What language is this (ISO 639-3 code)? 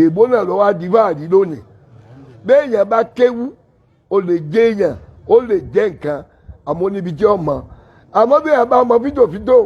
yor